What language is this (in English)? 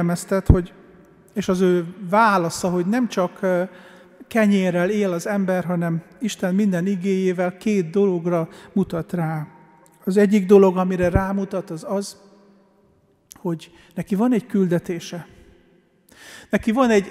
Hungarian